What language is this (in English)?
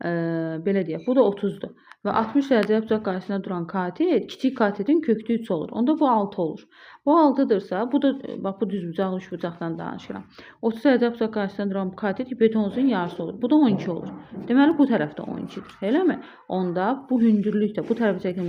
Azerbaijani